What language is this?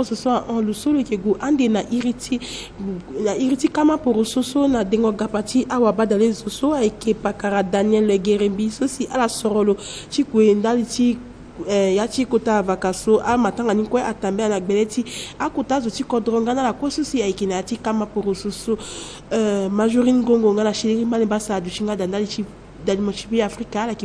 Sango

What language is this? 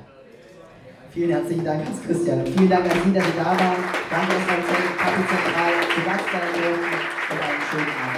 German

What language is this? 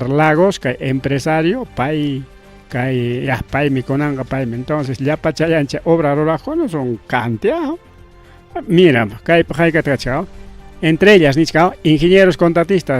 Ayacucho Quechua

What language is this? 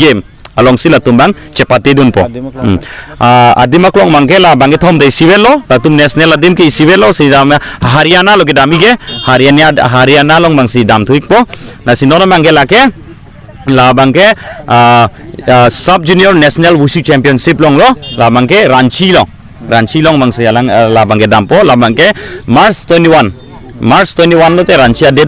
Karbi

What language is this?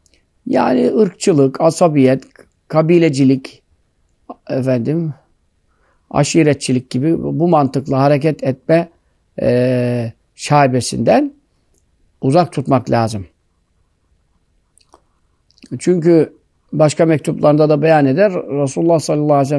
Turkish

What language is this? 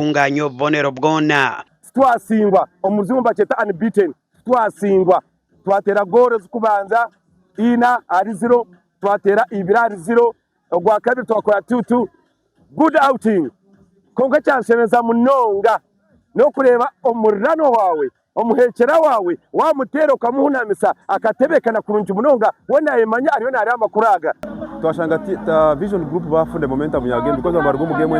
Nyankole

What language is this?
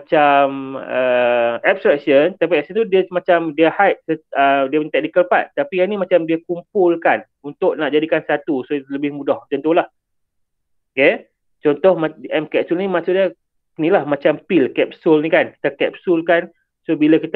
Malay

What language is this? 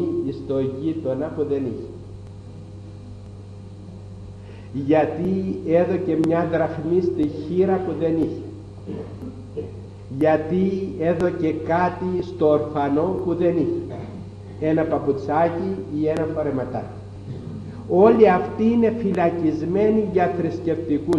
Greek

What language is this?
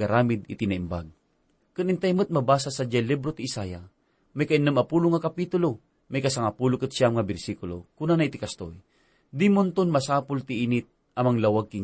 Iloko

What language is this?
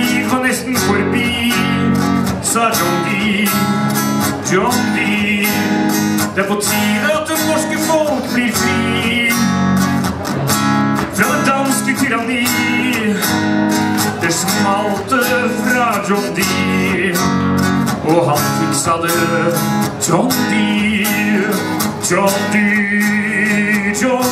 Norwegian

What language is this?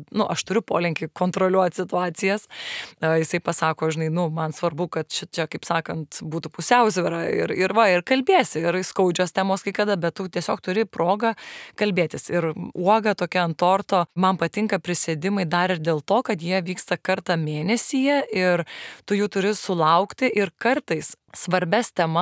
Lithuanian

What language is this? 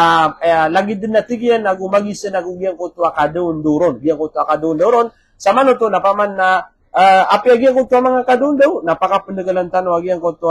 Maranao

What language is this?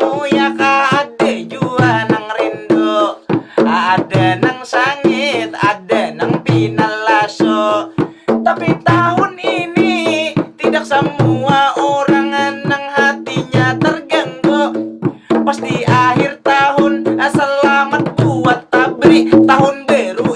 Banjar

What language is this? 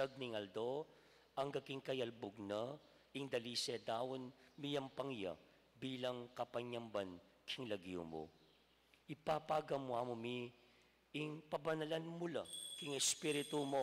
Pampanga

